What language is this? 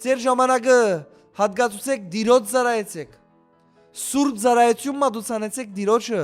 Western Armenian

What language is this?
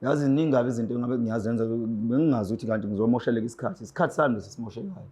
Zulu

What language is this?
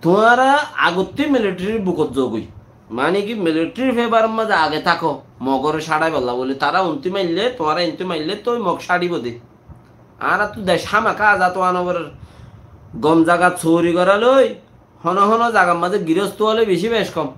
Rohingya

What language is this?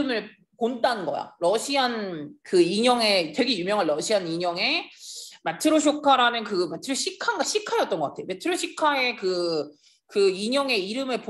Korean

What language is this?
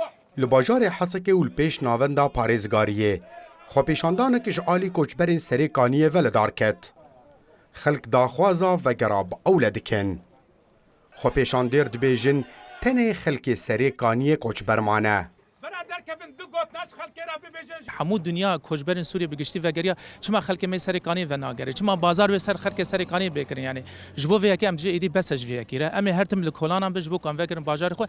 Kurdish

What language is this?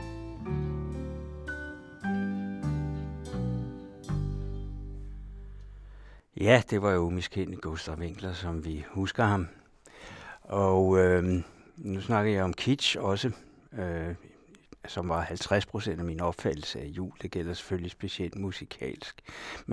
Danish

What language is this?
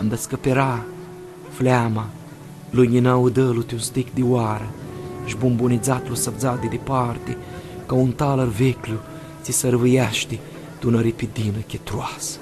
Aromanian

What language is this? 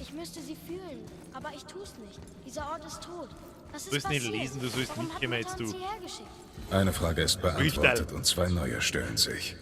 Bavarian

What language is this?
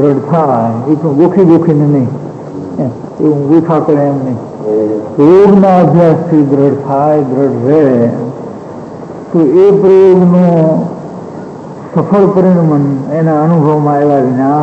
Gujarati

